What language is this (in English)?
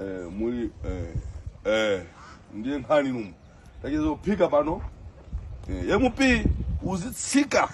Nyanja